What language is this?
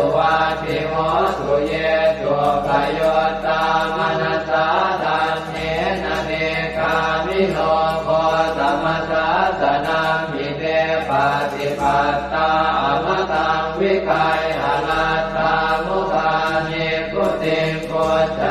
Pali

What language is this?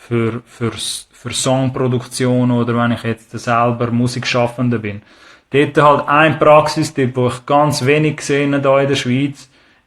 Swiss German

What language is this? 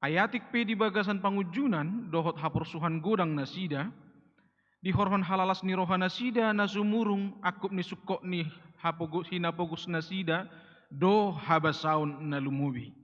Batak Toba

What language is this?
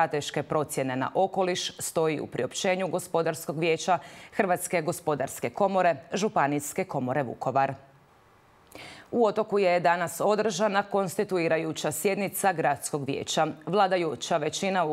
Croatian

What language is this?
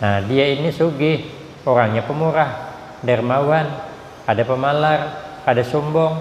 Banjar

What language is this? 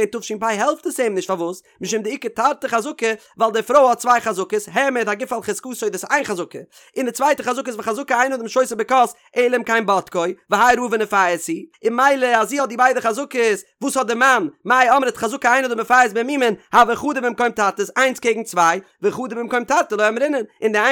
Yiddish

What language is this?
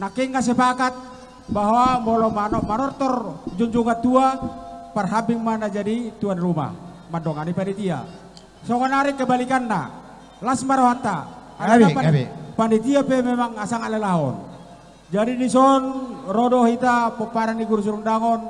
Batak Toba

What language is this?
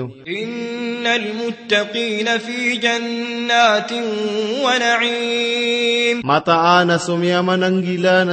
Maranao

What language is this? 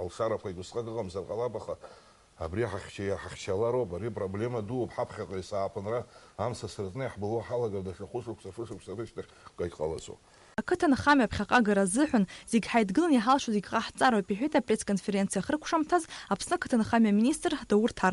Abkhazian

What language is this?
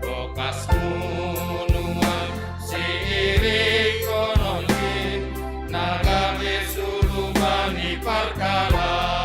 Batak Simalungun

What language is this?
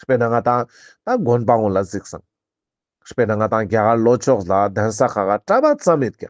Ladakhi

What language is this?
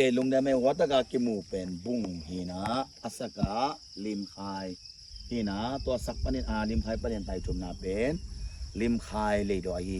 Tedim Chin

